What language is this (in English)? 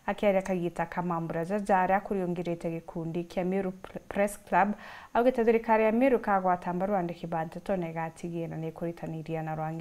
Meru